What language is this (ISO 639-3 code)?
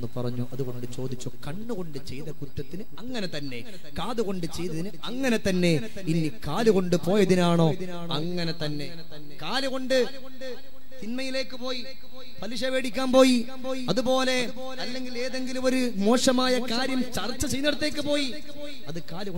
mal